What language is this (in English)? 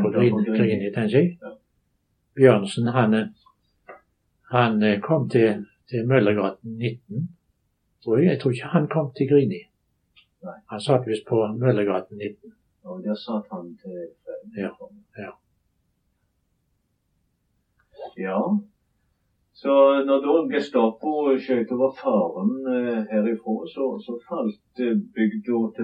Norwegian